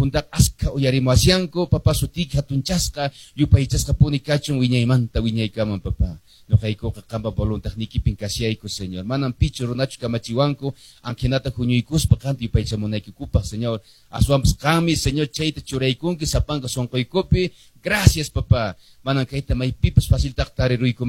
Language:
Quechua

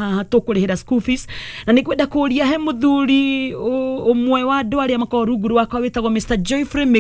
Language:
Kikuyu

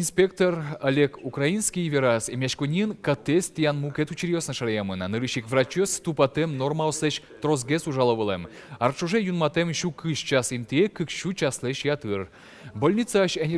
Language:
Udmurt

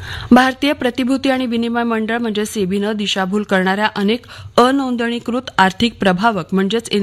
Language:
Marathi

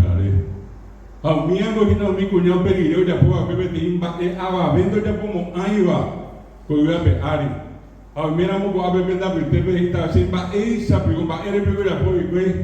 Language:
Guarani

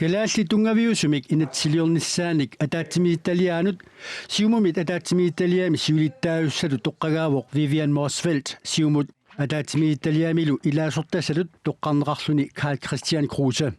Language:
Kalaallisut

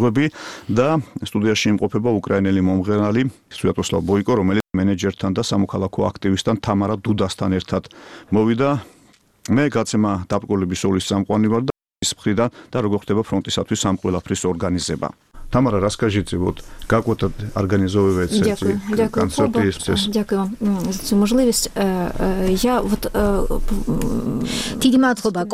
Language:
Georgian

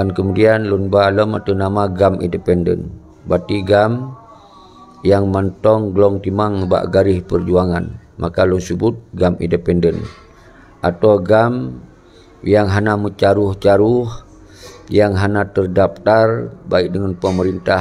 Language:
Achinese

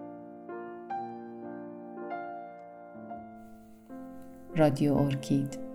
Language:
Persian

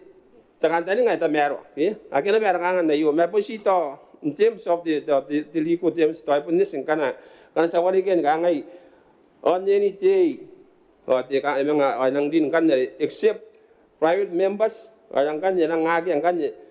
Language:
Gilbertese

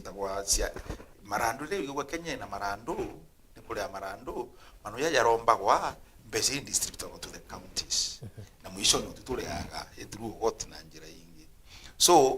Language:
Meru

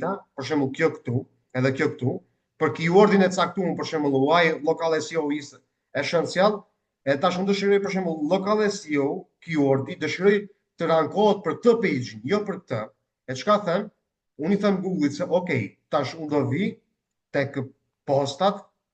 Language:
Albanian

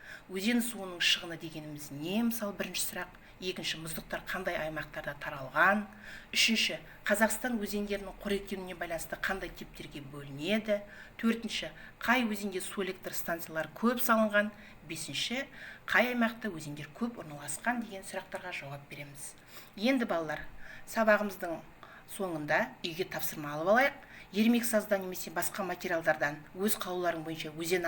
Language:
Kazakh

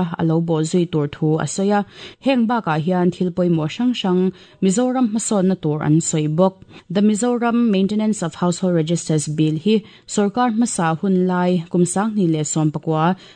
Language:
Mizo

